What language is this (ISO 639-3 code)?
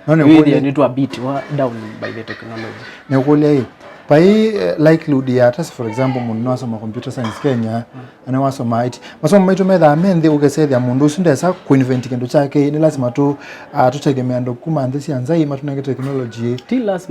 kam